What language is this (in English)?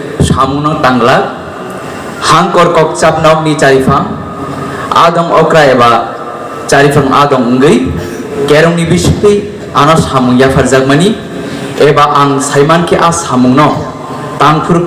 Kok Borok